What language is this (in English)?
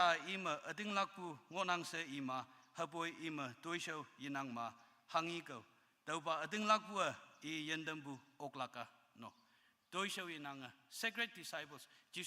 Konyak Naga